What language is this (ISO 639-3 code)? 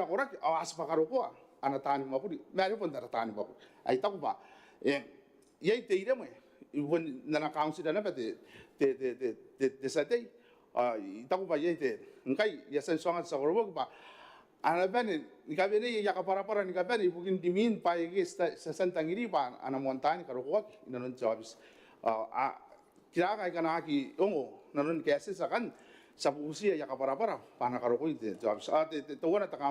gil